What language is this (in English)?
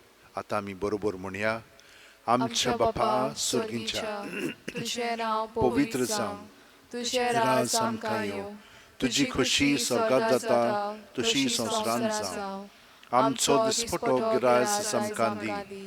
Konkani